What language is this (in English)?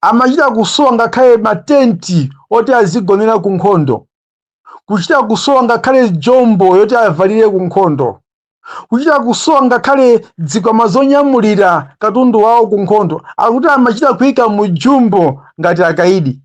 Nyanja